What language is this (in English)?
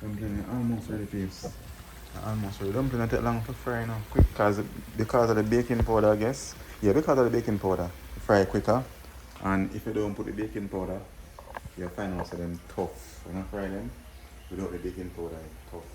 Jamaican Creole English